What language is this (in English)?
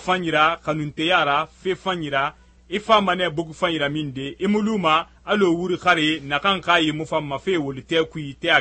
Susu